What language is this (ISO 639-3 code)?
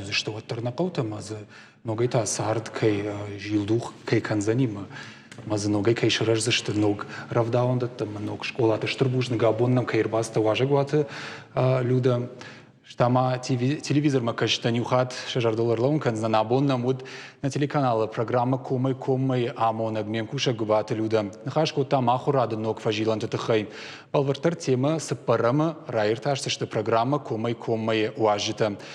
oss